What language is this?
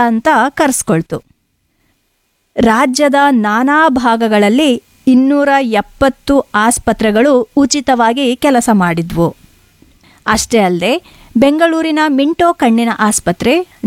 Kannada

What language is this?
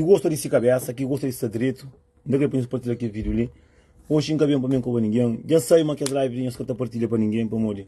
Kabuverdianu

